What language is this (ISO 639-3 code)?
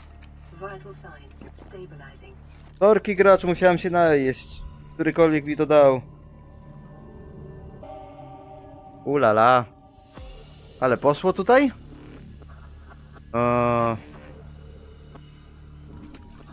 pol